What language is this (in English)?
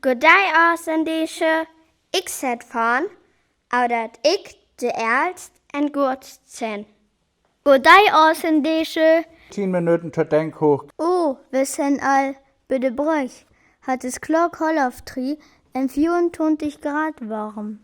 Northern Frisian